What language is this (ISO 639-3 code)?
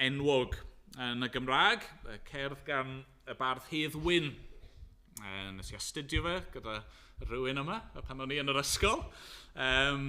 cym